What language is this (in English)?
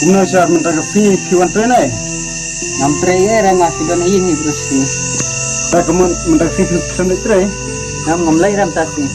Khasi